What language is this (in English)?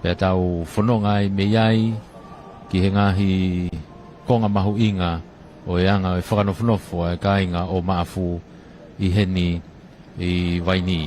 Tongan